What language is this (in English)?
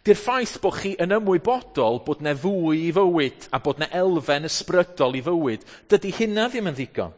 Welsh